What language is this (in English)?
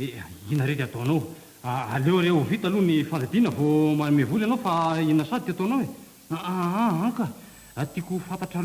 Malagasy